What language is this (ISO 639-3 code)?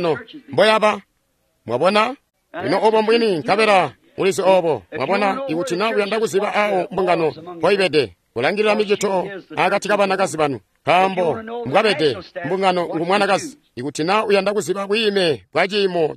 toi